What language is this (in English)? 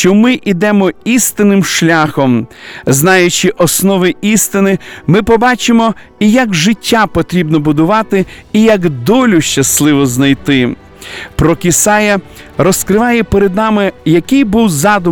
Ukrainian